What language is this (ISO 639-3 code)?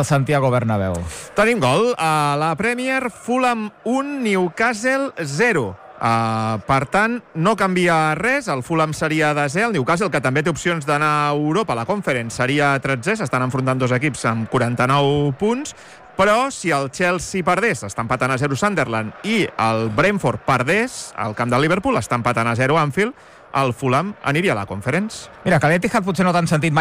cat